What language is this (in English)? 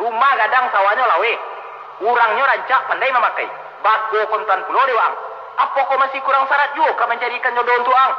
Minangkabau